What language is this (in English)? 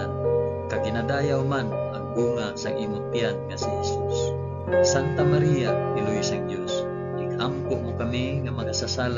Hiligaynon